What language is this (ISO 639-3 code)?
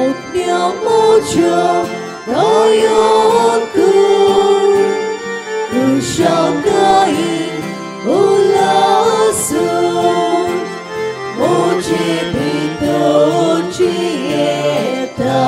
kok